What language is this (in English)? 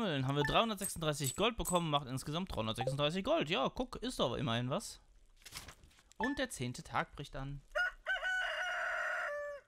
German